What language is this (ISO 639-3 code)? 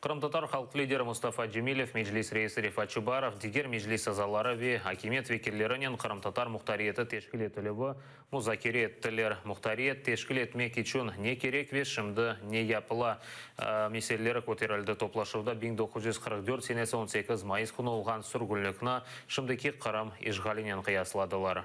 crh